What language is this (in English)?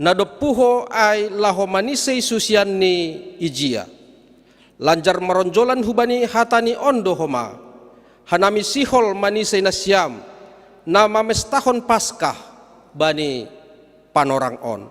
Batak Simalungun